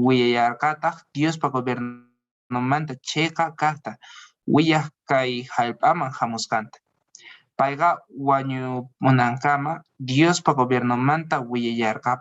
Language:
Quechua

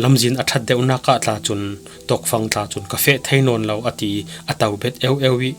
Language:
Falam Chin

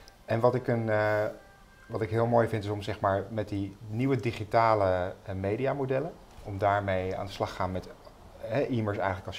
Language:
Dutch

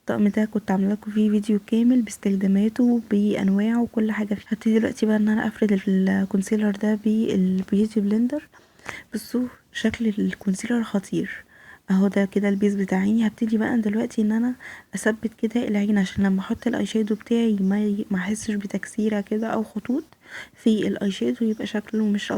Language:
Egyptian Arabic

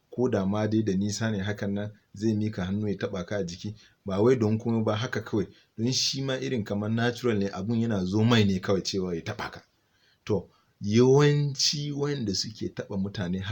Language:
Hausa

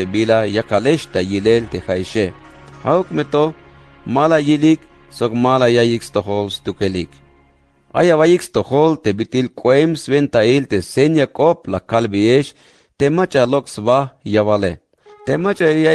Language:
Tzeltal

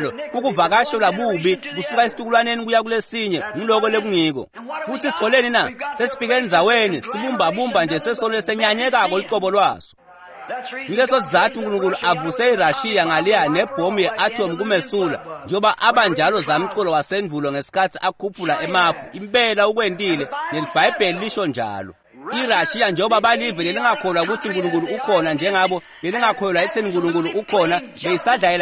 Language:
Swati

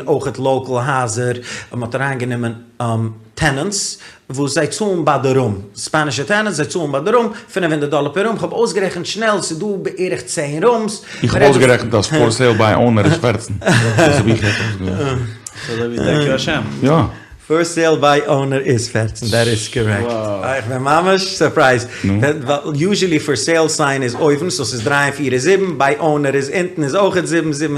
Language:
Yiddish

